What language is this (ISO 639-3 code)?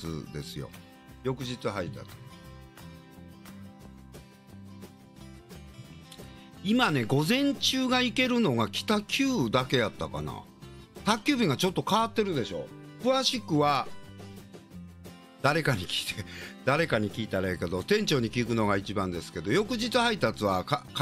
jpn